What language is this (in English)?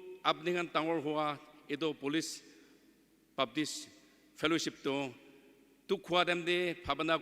Naga Pidgin